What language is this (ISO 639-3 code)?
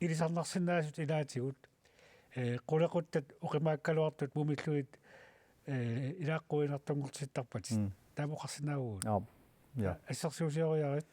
kal